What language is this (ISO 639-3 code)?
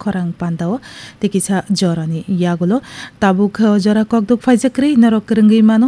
trp